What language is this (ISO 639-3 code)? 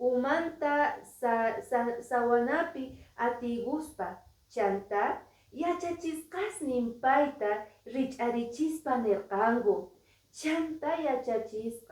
que